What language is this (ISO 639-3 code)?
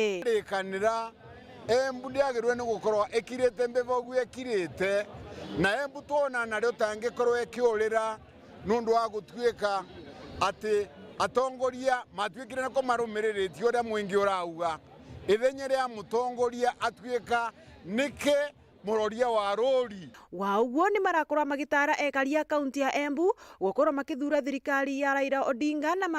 mer